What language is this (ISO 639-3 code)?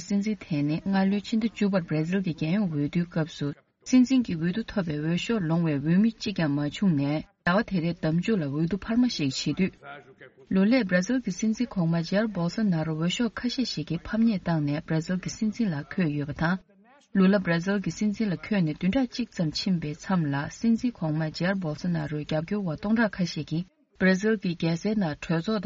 bod